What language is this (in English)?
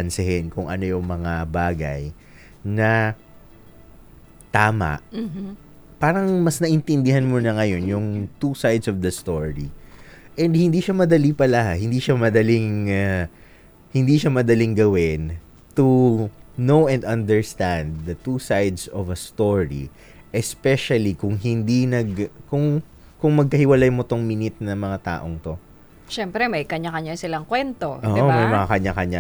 Filipino